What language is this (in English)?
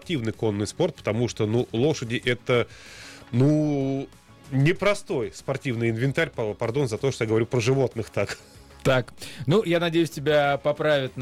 Russian